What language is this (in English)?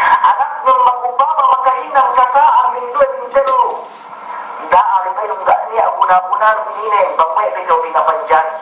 Yakan